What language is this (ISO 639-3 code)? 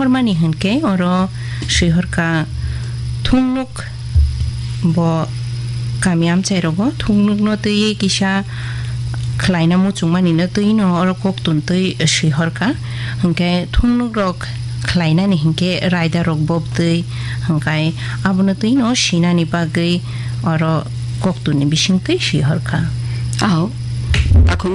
trp